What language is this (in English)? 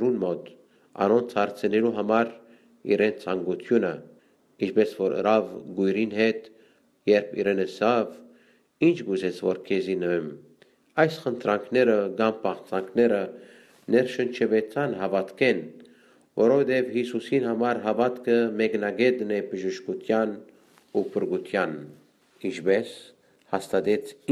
Armenian